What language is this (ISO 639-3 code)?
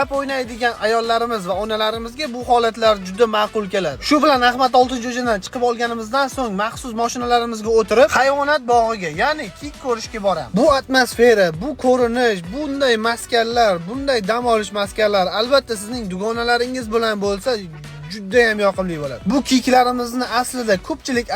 uzb